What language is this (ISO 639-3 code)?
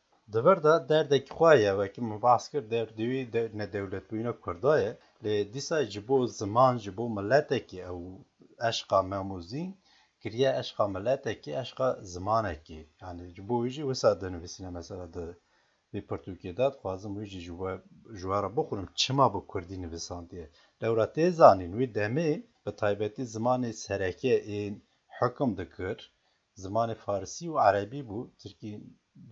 kur